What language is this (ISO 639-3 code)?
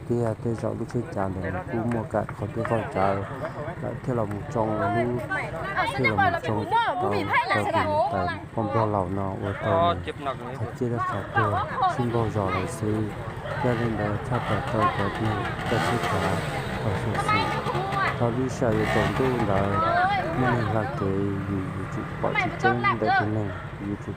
hmn